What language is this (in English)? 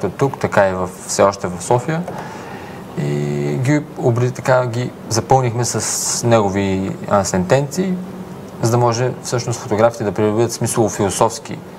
Bulgarian